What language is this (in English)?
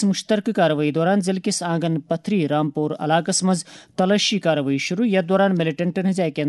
Kashmiri